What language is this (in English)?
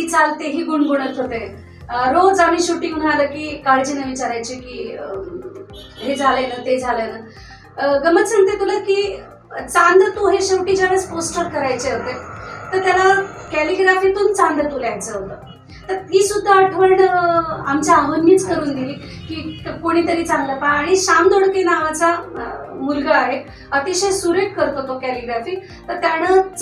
Marathi